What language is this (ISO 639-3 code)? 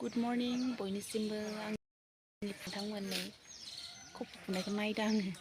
brx